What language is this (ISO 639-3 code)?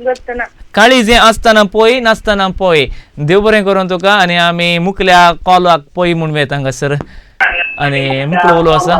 kok